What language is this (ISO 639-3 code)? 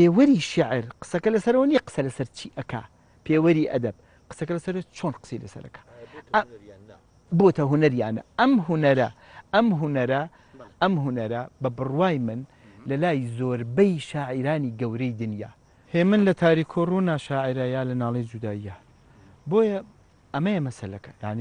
ckb